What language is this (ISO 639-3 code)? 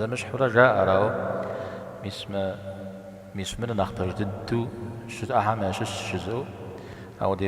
kbd